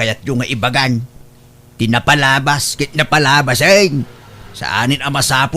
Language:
Iloko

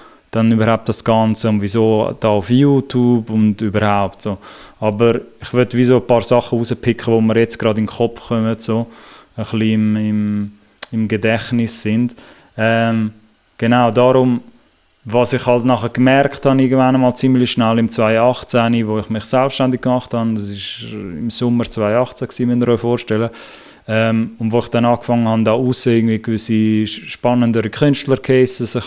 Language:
Swiss German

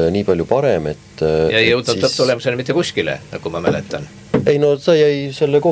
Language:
Estonian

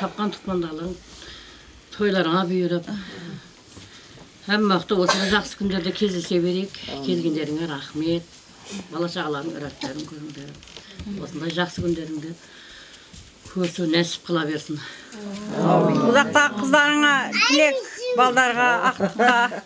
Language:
Kazakh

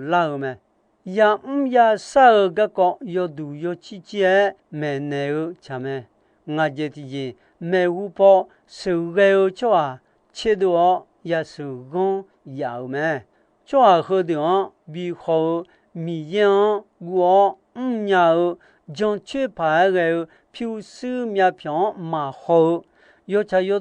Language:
Akha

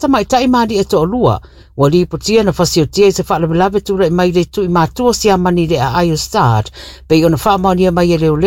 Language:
Samoan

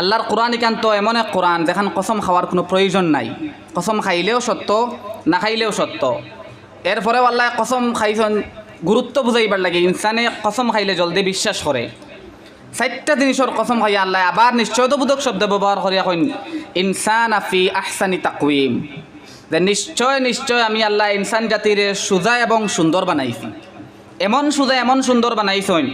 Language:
Sylheti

